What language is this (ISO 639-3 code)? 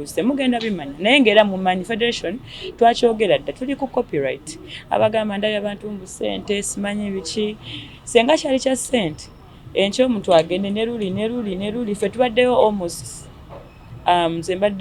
lug